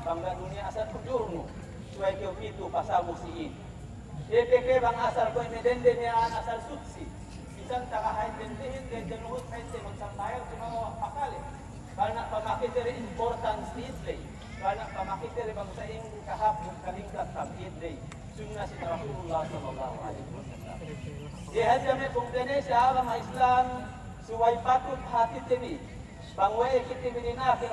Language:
Yakan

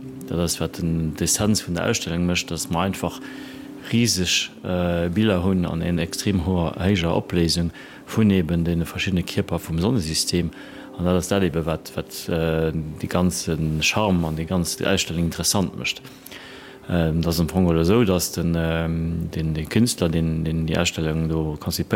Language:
Luxembourgish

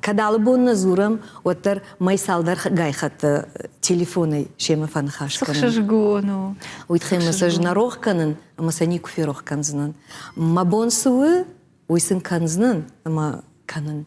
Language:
Ossetic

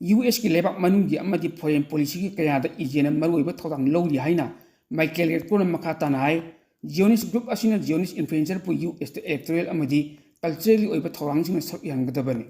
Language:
Manipuri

